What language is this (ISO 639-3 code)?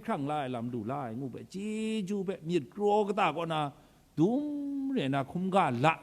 kac